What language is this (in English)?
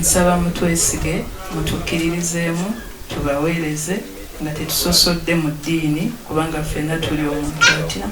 Ganda